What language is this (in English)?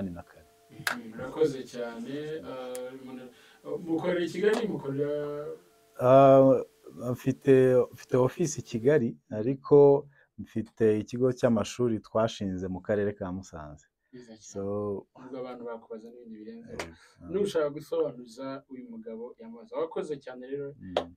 Kinyarwanda